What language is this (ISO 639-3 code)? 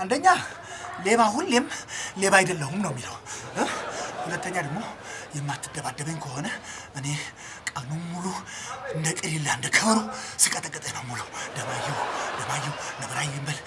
amh